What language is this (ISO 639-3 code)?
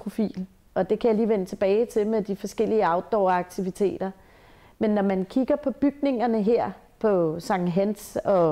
dan